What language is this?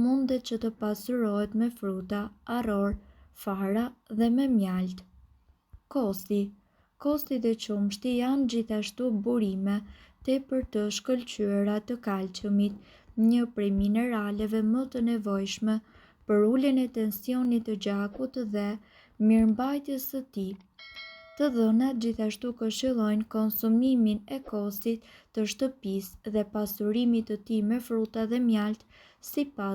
Albanian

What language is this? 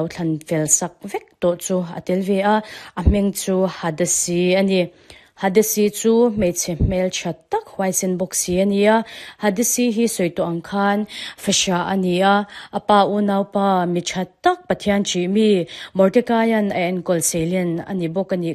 Mizo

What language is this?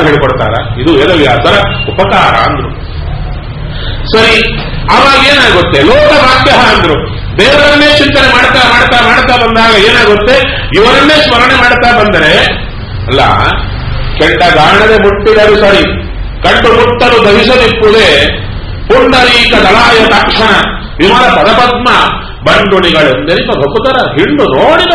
Kannada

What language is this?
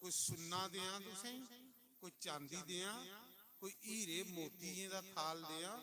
Dogri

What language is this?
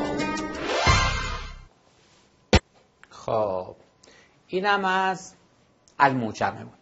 Persian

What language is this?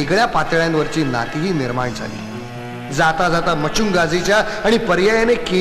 Marathi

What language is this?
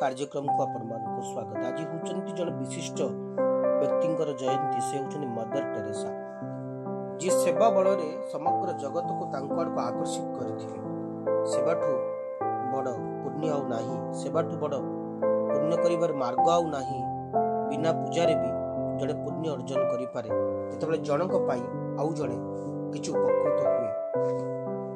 Odia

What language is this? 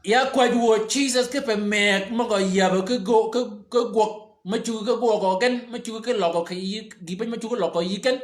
Shilluk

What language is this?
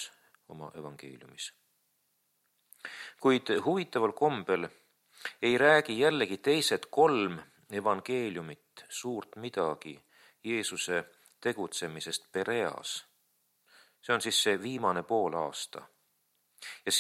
Estonian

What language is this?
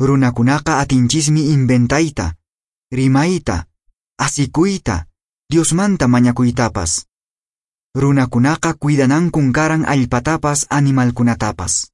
Quechua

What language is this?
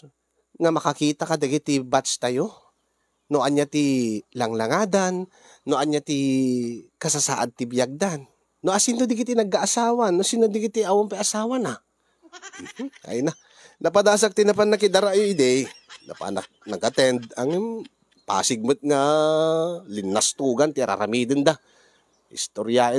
Iloko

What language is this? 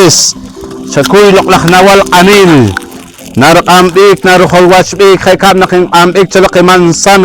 Poqomchi'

